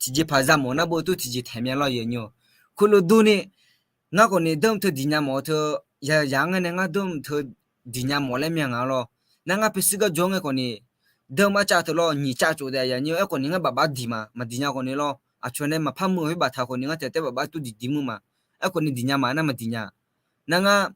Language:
Akha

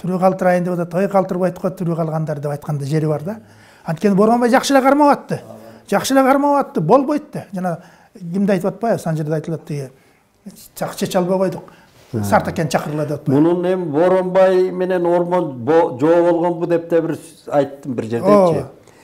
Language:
Kyrgyz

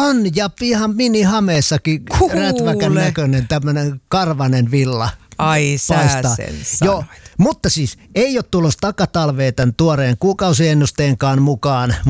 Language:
Finnish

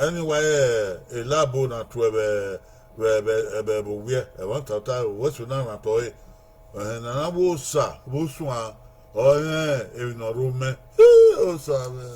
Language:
Bini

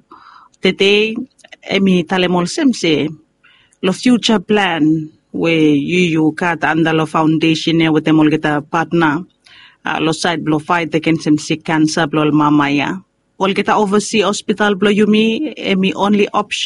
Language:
Bislama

